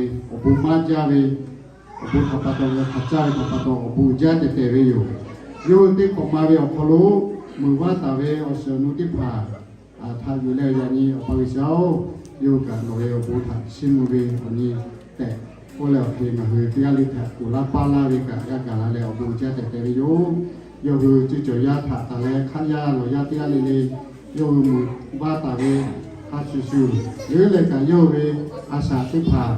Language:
Lahu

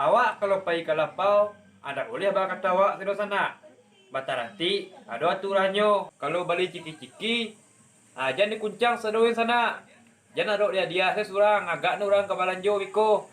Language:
Minangkabau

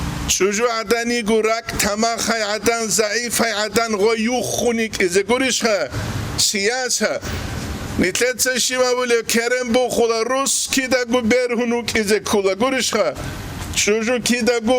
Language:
Avaric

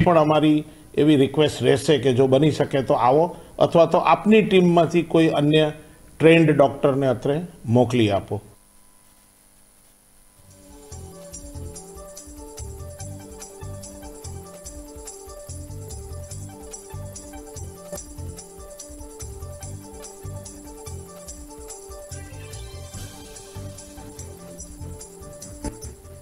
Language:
Gujarati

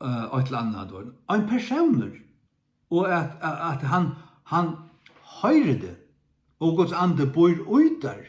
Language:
Faroese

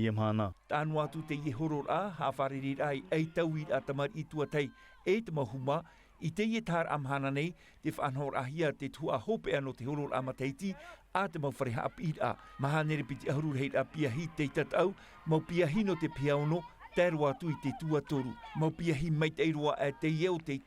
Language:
Tahitian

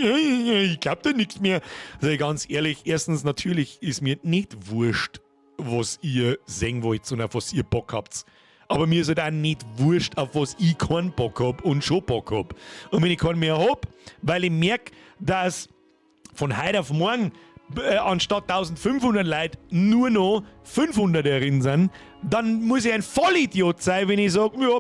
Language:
Bavarian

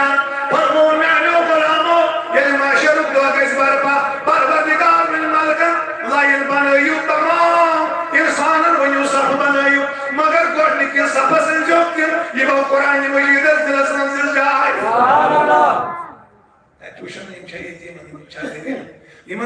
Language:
Kashmiri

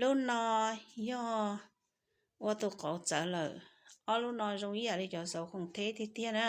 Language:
Hmong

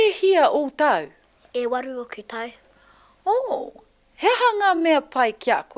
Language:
Māori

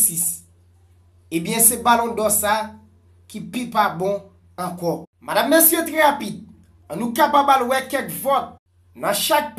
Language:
Haitian Creole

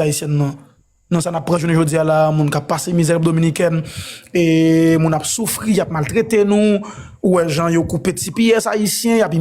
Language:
Haitian Creole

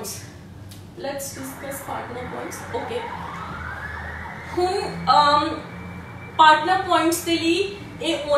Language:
Punjabi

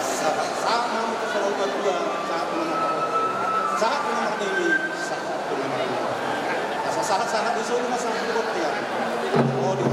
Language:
Batak Toba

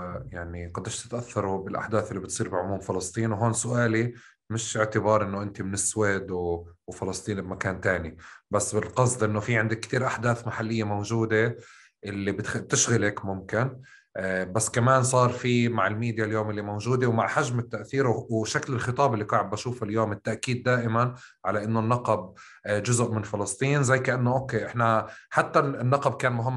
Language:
North Levantine Arabic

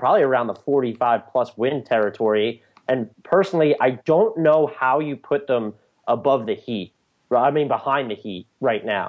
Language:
English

